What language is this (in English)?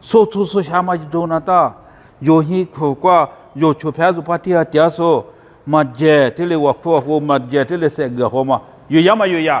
Lisu